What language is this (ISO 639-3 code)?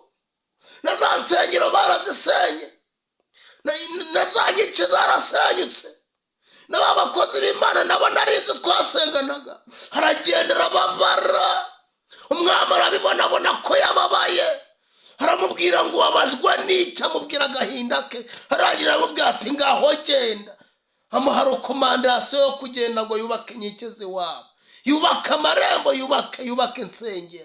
kin